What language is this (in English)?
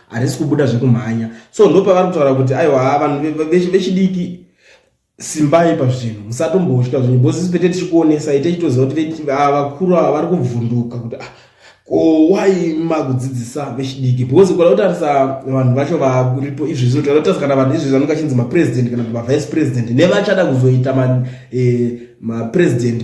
Shona